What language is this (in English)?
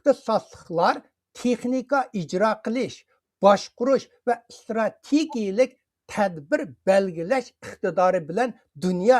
Uyghur